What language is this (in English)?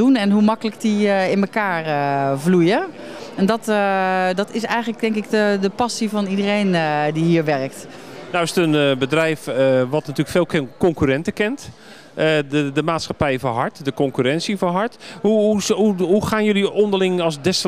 Dutch